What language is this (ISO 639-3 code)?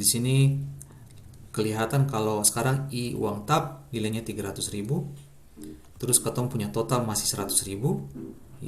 abs